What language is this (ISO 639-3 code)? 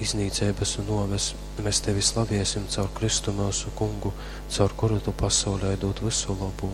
ltg